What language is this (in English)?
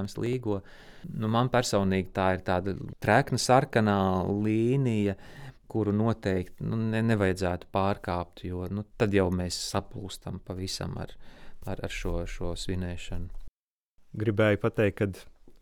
Latvian